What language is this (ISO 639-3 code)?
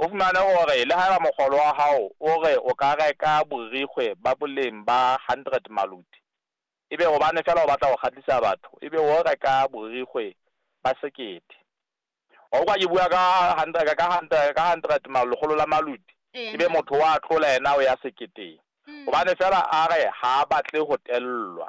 sot